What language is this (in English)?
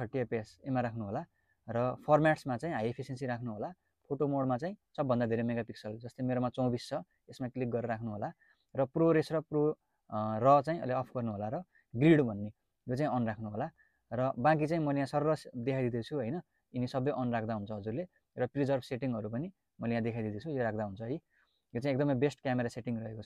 Nepali